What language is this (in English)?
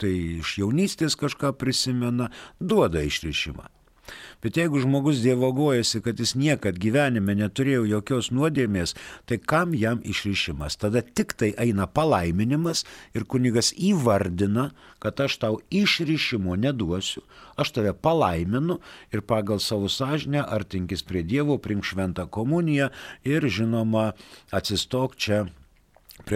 Lithuanian